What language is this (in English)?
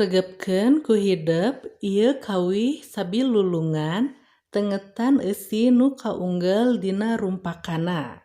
Sundanese